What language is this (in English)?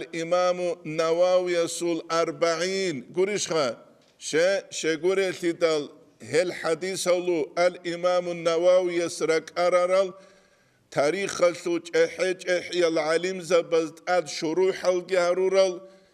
Avaric